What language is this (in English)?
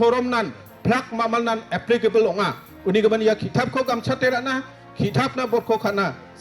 Garo